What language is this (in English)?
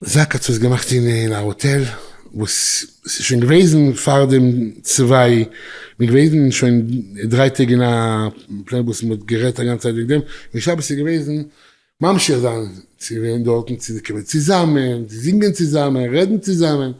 Yiddish